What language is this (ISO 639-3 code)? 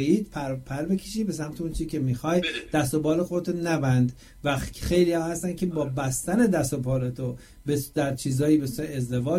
fas